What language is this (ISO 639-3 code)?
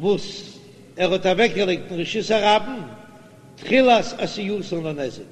yid